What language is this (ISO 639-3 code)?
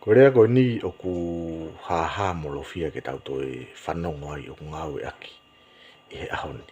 ton